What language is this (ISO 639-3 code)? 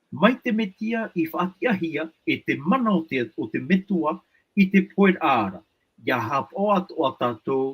tah